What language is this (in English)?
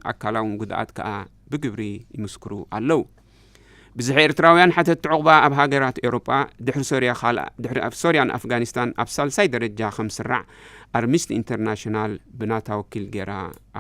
Tigrinya